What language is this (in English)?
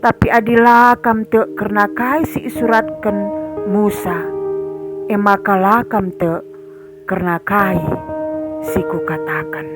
Batak Karo